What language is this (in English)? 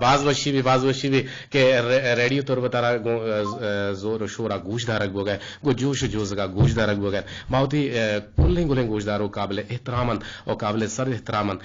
Eastern Balochi